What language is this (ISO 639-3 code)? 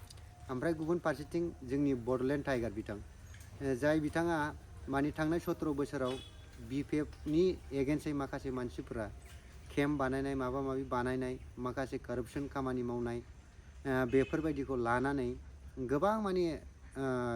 brx